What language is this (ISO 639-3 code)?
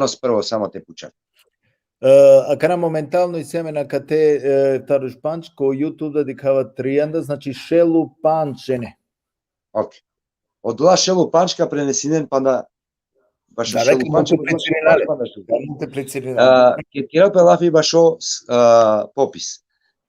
rmn